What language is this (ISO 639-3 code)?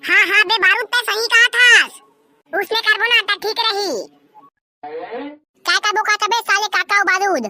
hne